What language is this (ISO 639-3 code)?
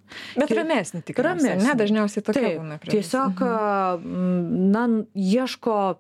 lit